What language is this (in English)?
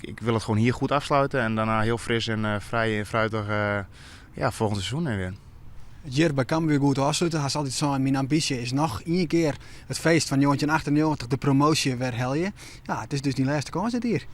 Western Frisian